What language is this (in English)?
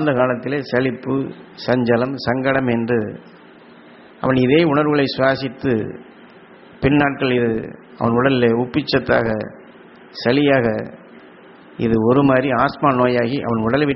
Tamil